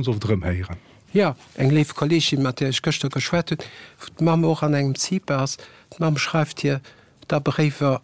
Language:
Luxembourgish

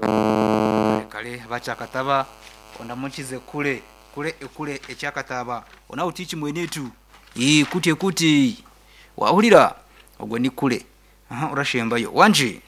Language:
Nyankole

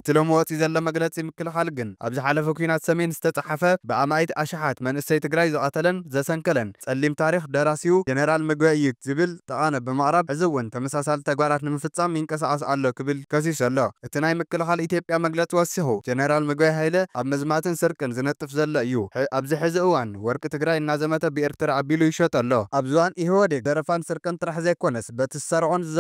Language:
Tigrinya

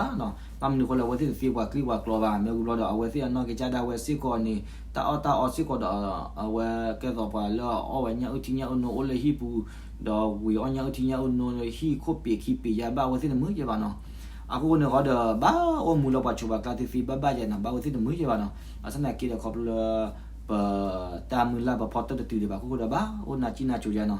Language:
S'gaw Karen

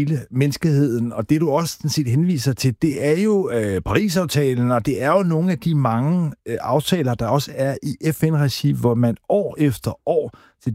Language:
Danish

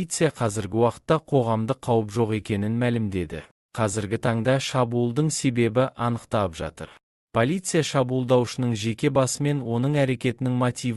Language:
Kazakh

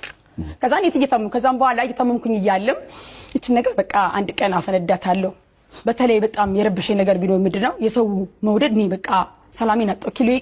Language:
Amharic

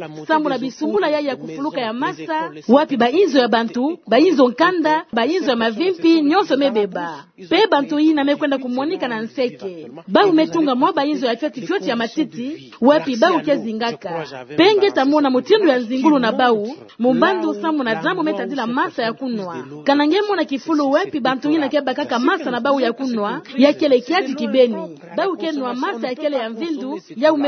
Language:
Kituba (Democratic Republic of Congo)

